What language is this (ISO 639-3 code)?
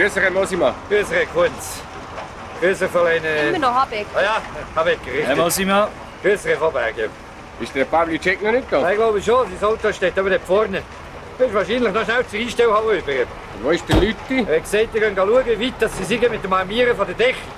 gsw